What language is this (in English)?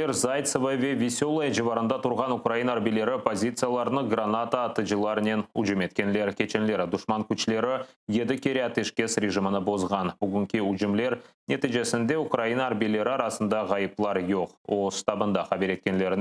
Crimean Tatar